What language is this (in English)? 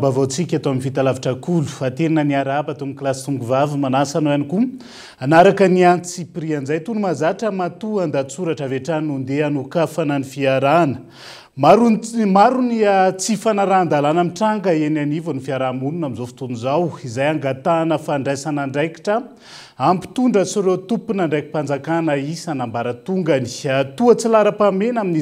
Malagasy